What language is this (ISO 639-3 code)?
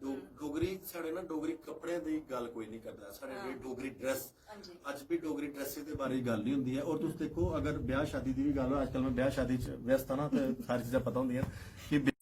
doi